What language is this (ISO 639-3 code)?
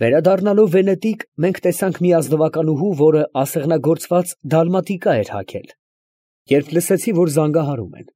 hye